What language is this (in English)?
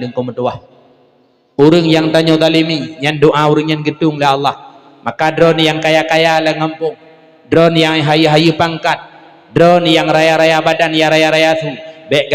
Achinese